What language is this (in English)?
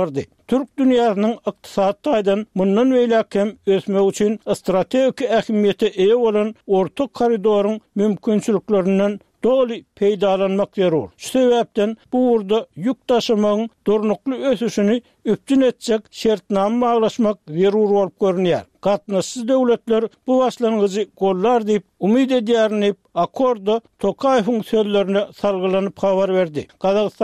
Turkmen